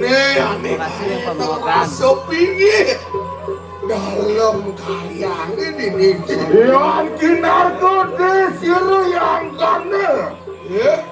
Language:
Balinese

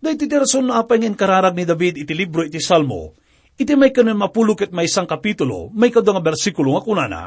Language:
Iloko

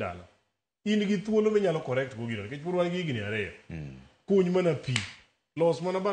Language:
Luo (Kenya and Tanzania)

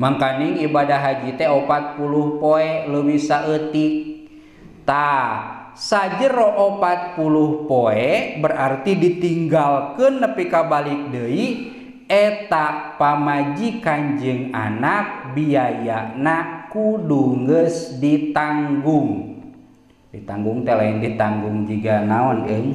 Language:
Sundanese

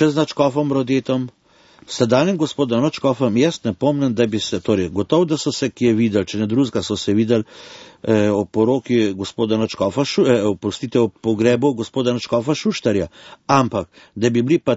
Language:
Slovenian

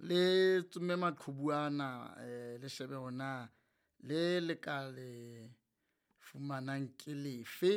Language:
Southern Sotho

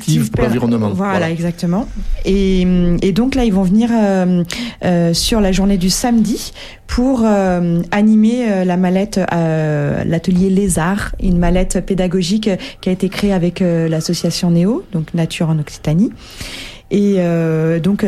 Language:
French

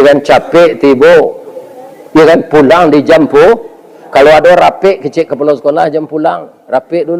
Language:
Minangkabau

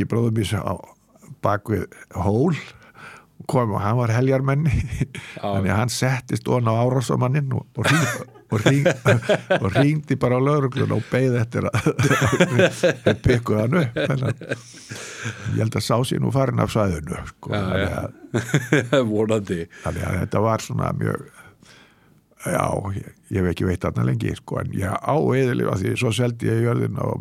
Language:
Icelandic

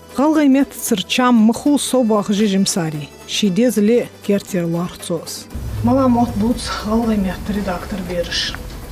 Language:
Ingush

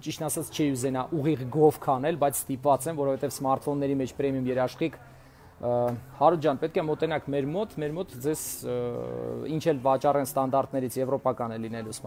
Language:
Armenian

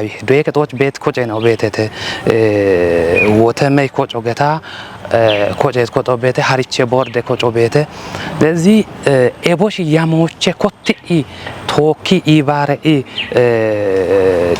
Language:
Kafa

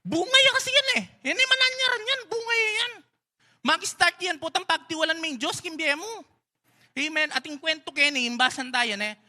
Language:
Pampanga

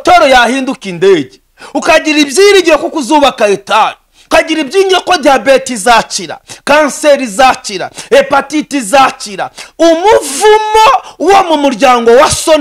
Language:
Kinyarwanda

